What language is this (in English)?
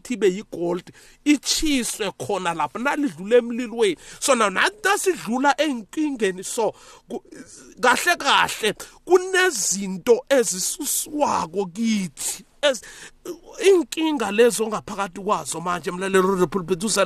South Ndebele